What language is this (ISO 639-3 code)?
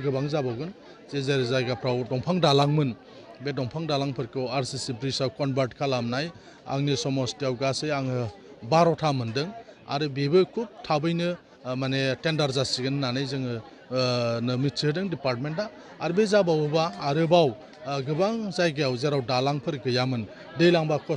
brx